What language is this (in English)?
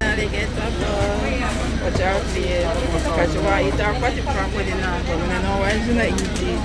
Jamaican Creole English